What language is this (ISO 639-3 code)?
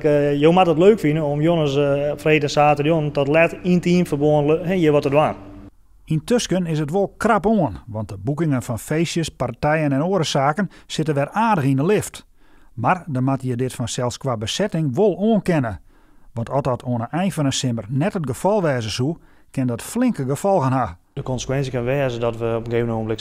fry